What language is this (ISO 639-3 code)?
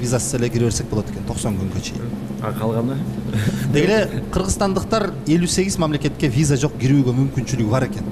kir